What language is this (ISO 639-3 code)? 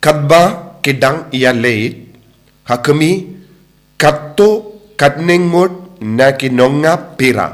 kha